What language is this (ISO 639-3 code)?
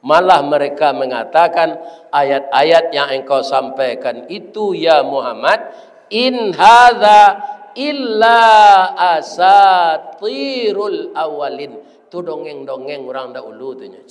min